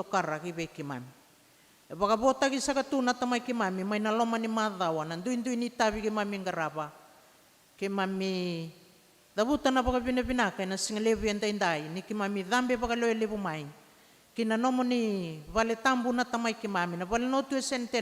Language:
Fijian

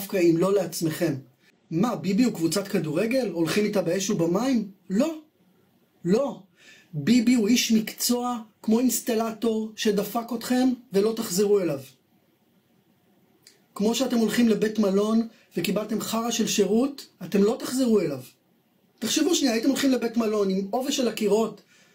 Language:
Hebrew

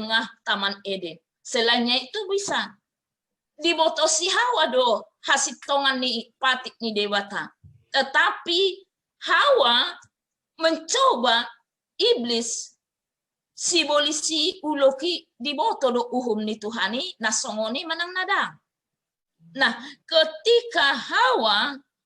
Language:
Batak Toba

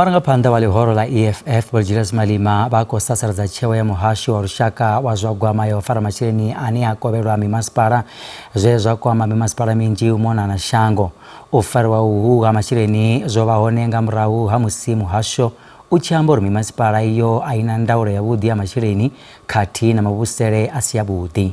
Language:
Venda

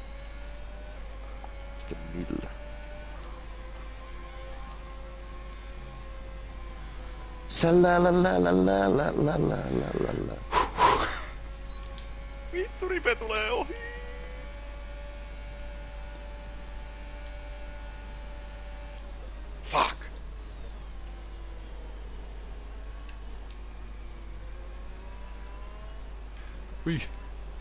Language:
Finnish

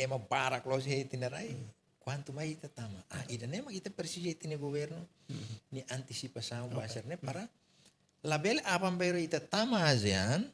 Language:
Tetum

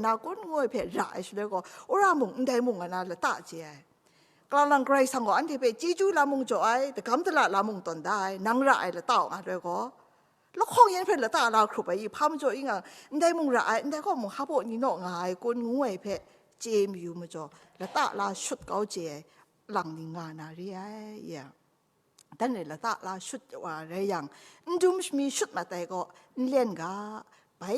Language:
Kachin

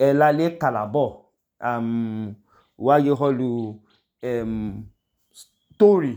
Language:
Idoma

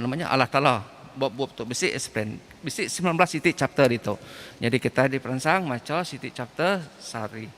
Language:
Iban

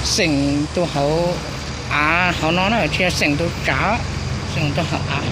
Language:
Hmong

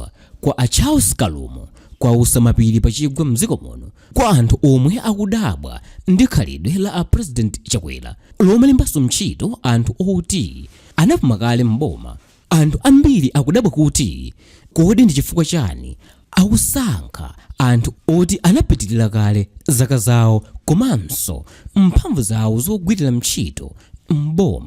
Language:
Nyanja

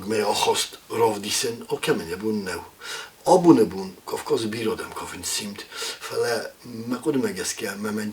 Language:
Ossetic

